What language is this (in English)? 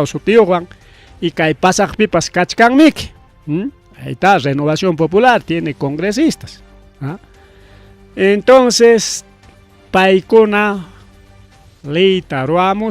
Ayacucho Quechua